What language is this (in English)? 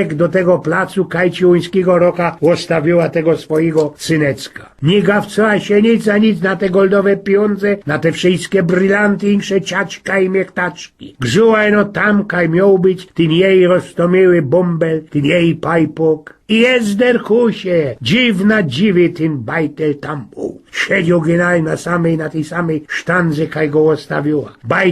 Silesian